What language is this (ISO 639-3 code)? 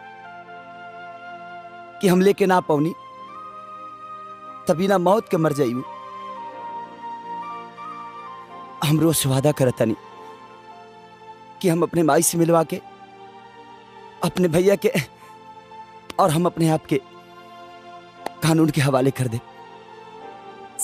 bho